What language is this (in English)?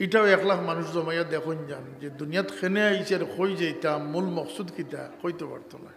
Sylheti